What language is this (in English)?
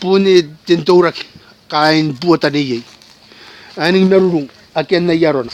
Gilbertese